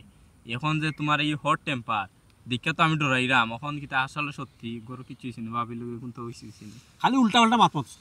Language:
Sylheti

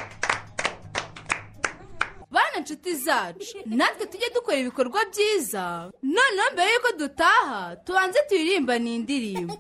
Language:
Kinyarwanda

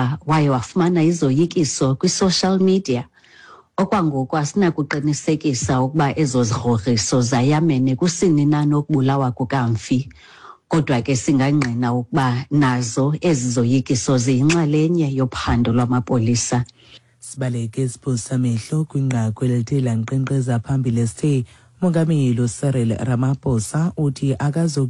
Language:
Xhosa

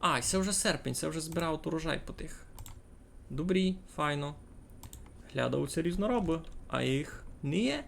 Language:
Rusyn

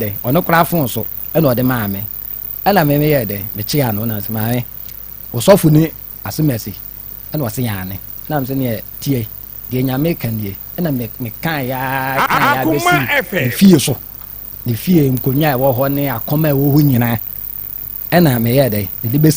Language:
Akan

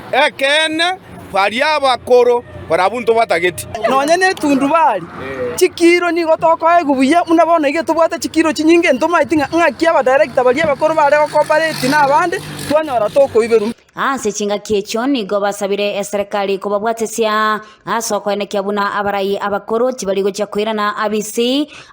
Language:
Gusii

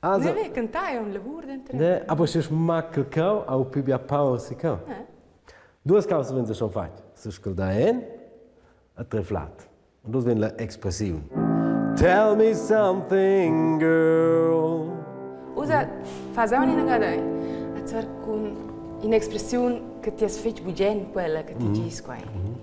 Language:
Romansh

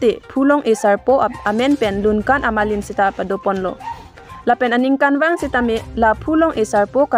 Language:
Karbi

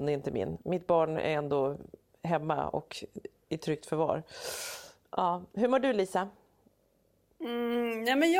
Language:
Swedish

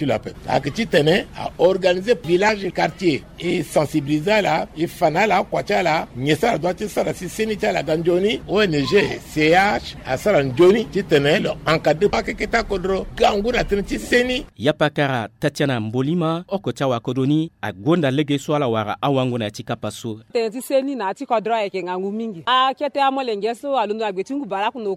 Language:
Sango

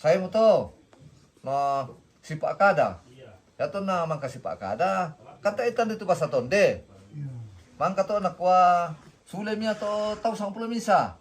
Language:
Toraja-Sa'dan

